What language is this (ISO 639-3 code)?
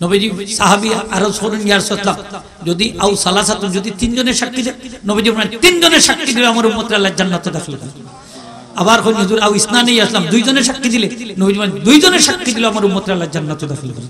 syl